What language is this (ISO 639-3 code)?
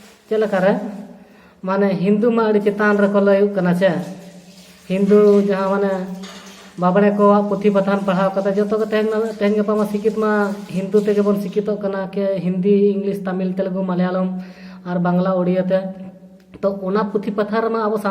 sat